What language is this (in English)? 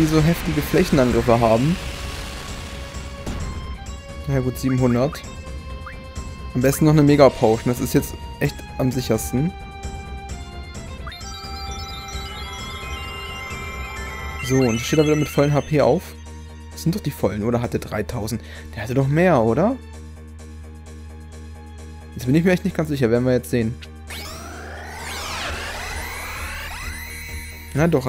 German